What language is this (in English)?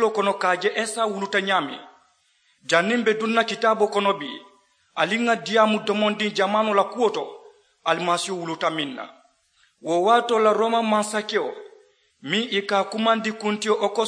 Mandingo